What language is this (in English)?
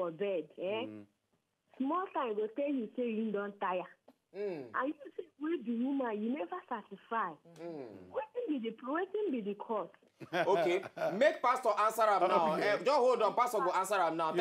Nigerian Pidgin